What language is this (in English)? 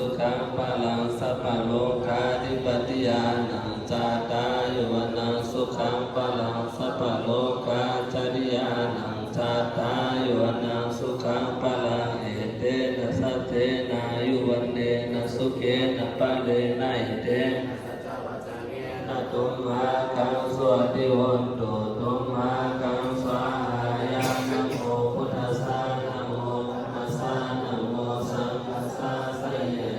Pali